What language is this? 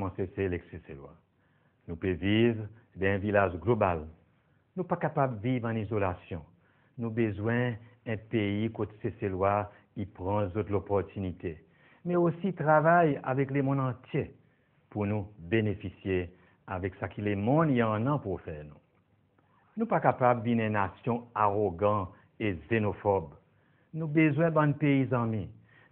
Seselwa Creole French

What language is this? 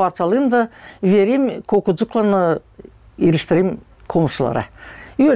Gagauz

